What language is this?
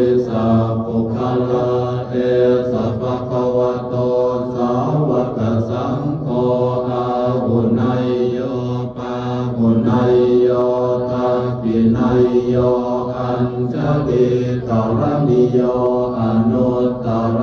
Pali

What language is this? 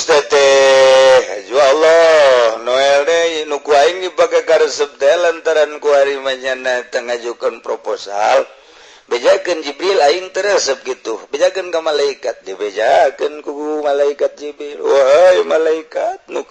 Sundanese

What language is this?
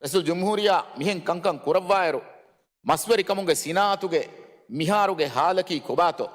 Divehi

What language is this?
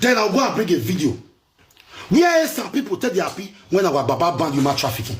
Nigerian Pidgin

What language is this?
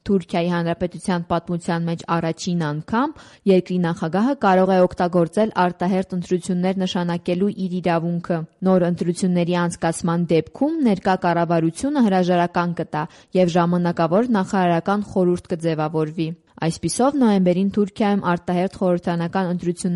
Armenian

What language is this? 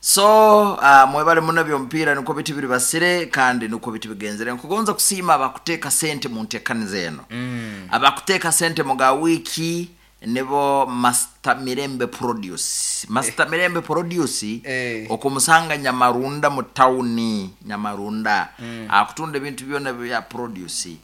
Nyoro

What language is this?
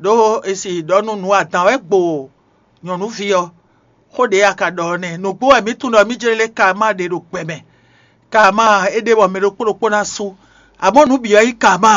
Fon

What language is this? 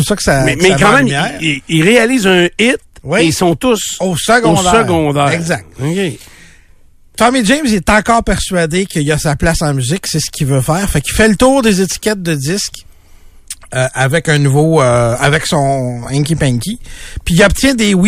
French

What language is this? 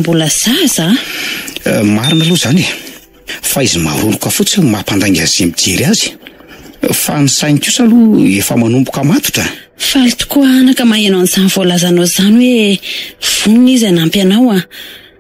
Malagasy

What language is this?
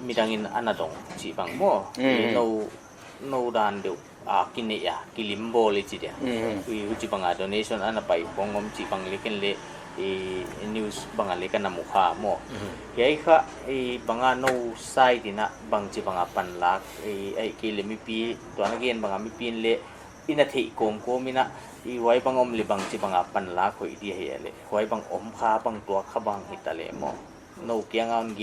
Paite Chin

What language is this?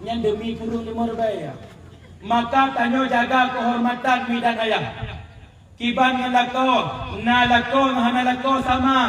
Achinese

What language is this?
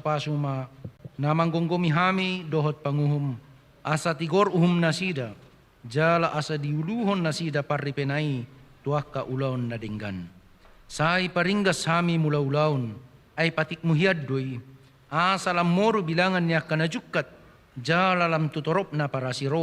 Batak Toba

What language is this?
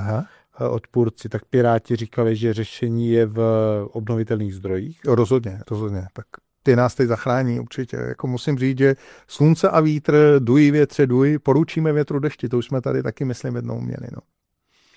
Czech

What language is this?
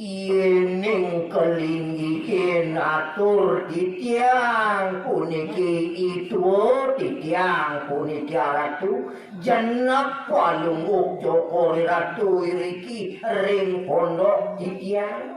Balinese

